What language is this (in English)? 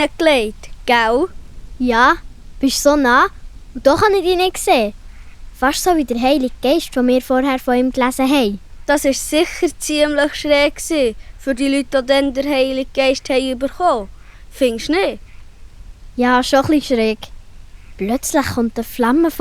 Swiss German